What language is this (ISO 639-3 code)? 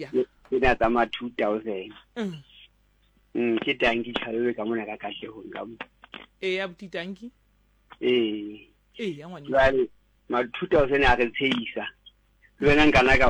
sot